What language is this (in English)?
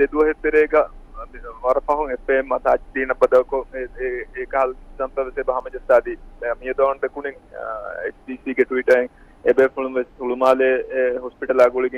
Divehi